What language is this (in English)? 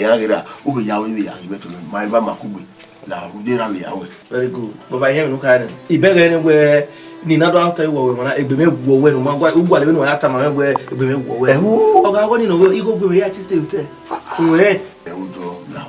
Bini